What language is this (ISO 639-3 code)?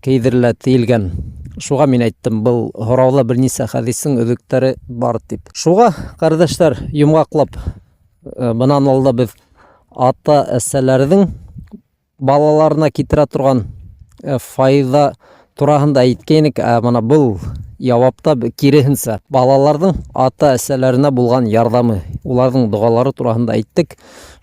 bak